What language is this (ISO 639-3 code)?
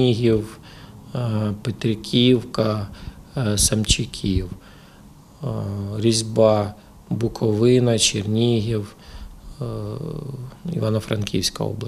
ukr